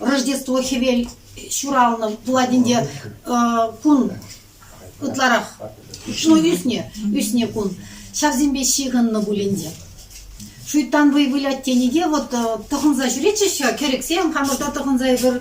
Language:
Chuvash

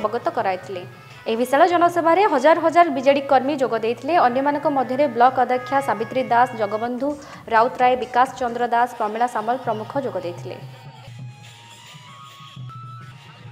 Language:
Odia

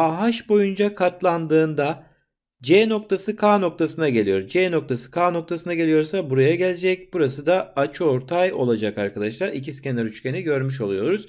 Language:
Turkish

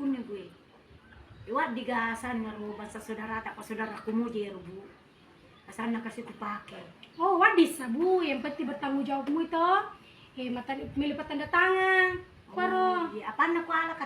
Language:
Buginese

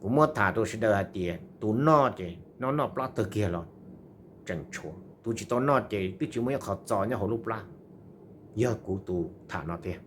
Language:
Hmong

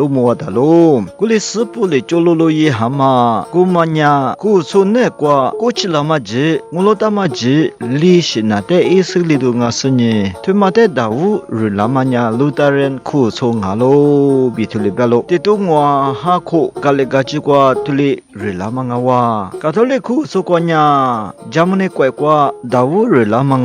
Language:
Lisu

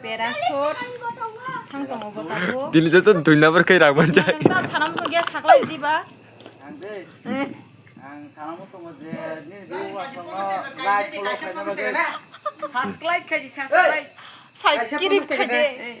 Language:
Kok Borok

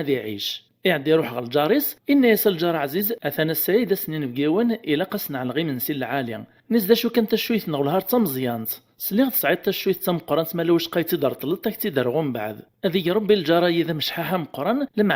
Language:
Kabyle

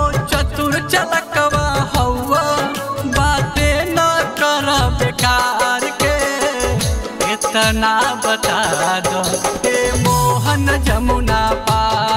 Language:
Bhojpuri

